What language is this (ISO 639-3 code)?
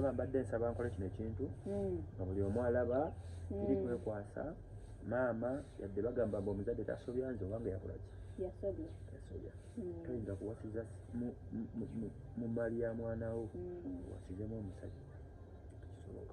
lug